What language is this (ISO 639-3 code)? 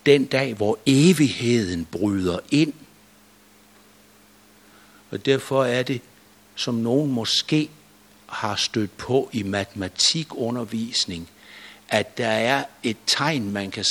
dan